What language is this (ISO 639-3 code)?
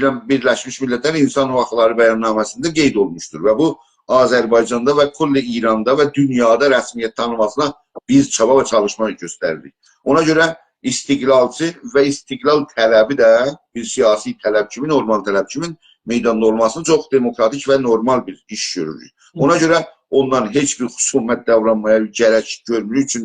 azb